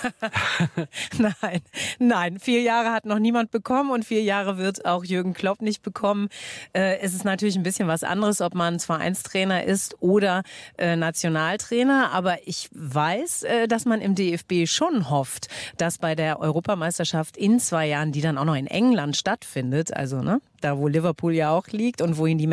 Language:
German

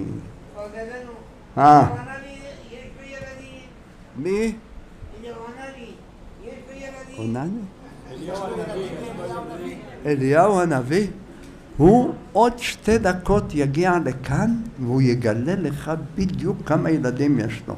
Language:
Hebrew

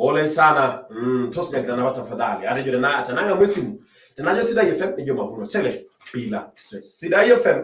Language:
Masai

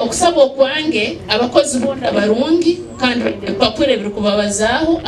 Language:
Nyankole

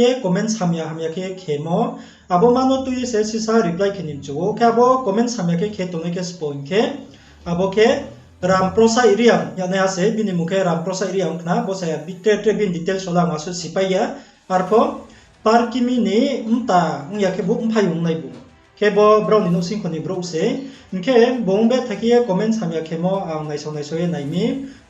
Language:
Riang (India)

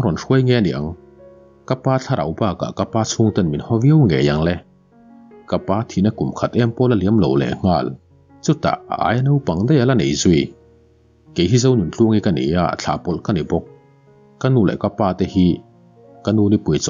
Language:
Mizo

